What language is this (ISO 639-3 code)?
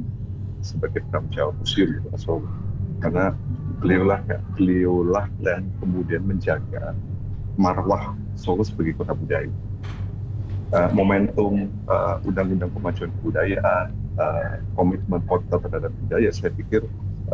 ind